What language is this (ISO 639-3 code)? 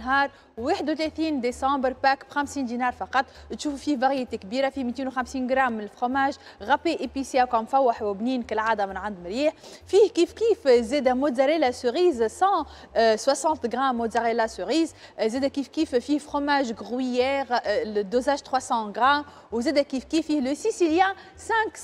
aeb